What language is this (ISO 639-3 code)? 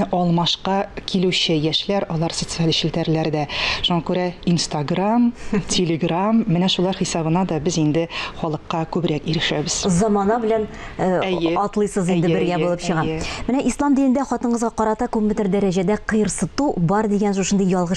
tat